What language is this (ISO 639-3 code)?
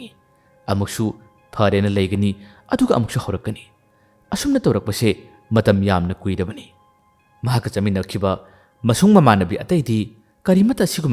mni